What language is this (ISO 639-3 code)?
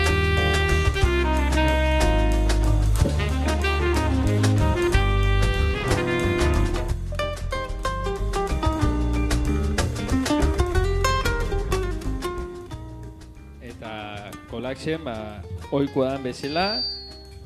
eus